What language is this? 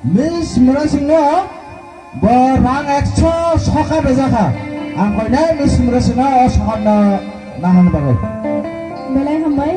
Kok Borok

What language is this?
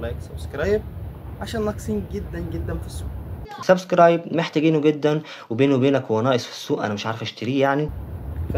Egyptian Arabic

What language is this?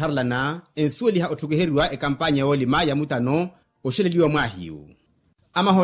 Makhuwa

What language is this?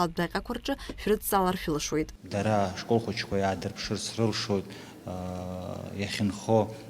Abkhazian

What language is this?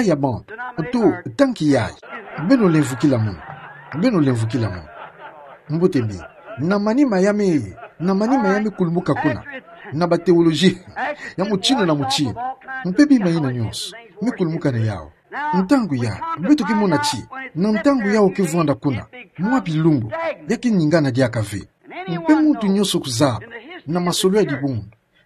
Kituba (Democratic Republic of Congo)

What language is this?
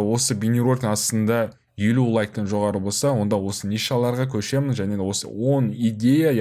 Kazakh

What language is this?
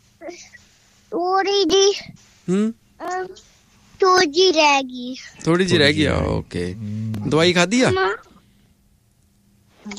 Punjabi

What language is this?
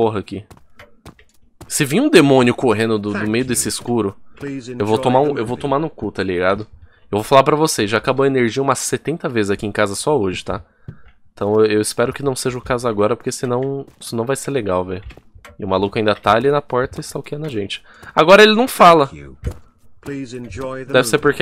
Portuguese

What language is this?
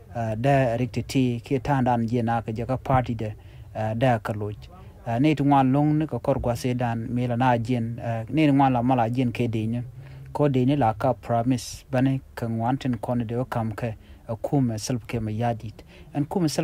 Nuer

